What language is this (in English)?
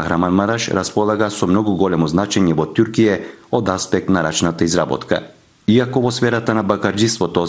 Macedonian